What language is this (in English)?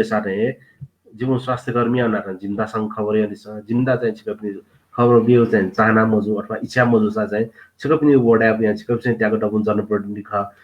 Newari